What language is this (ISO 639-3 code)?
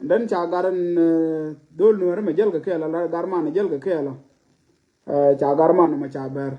nus